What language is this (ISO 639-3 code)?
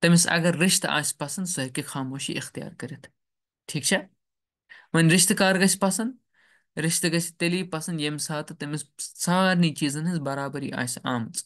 kas